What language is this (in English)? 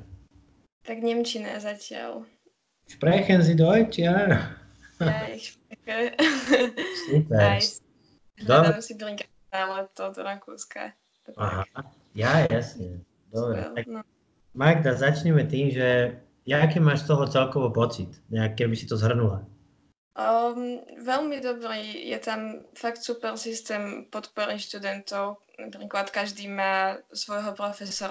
Slovak